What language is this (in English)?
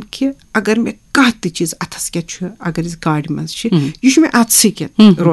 Kashmiri